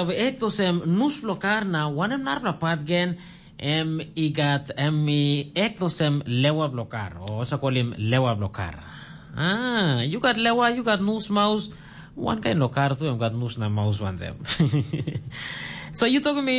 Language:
Tok Pisin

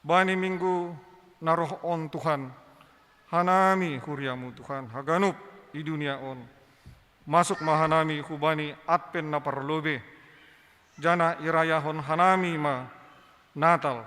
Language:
Batak Simalungun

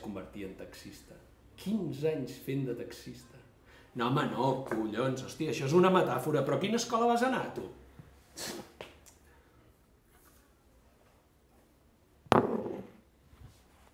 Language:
Catalan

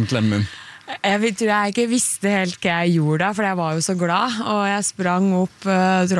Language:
Norwegian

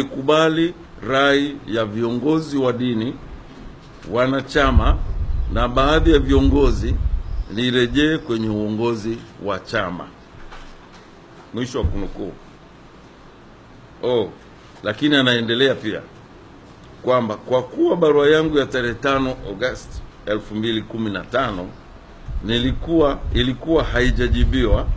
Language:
Swahili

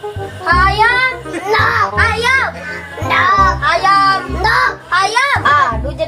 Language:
Sundanese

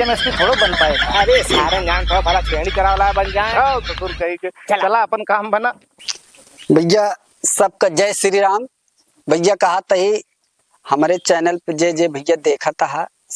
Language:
Awadhi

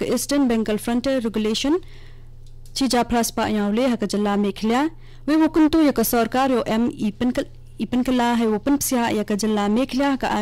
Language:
Khasi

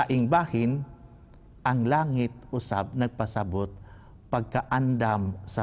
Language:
Cebuano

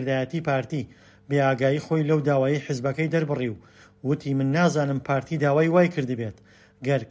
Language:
Central Kurdish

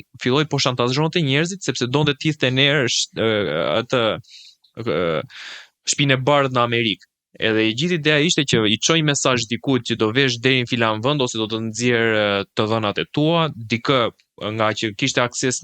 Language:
Albanian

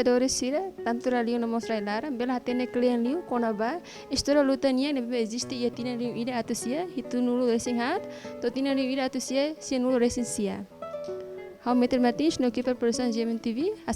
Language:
Tetum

